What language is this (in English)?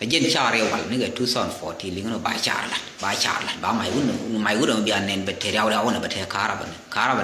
Nuer